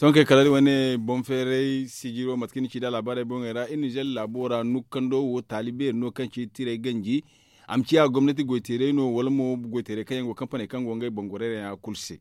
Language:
Zarma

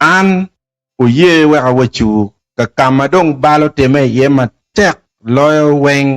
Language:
Acoli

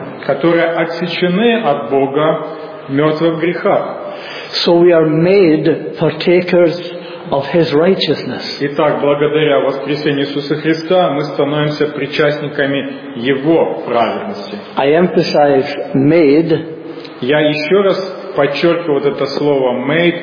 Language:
Russian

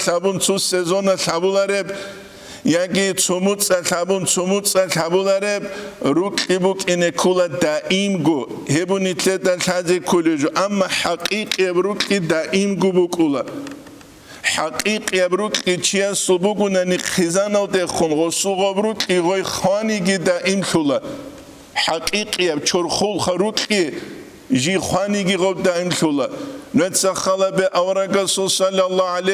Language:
Avaric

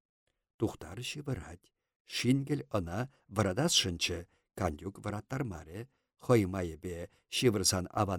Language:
Chuvash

